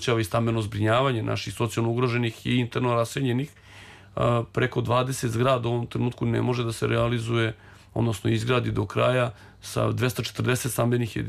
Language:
Serbian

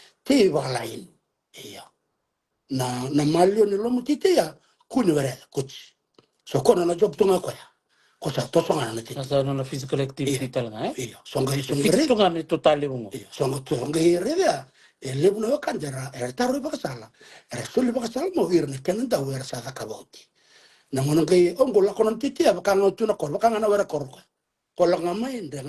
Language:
Fijian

